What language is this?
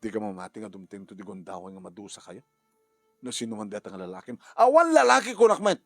Iloko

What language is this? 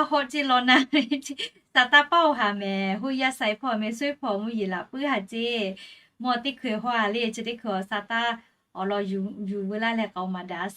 Lahu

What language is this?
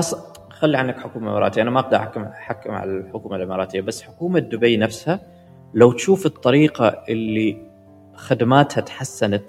Gulf Arabic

